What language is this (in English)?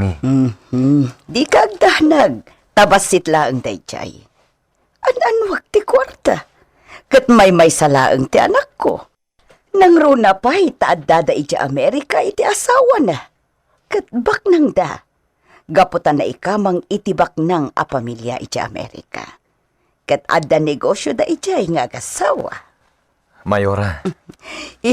Iloko